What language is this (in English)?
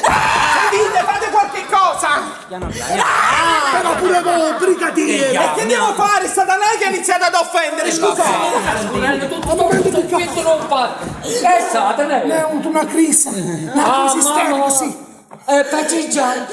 Neapolitan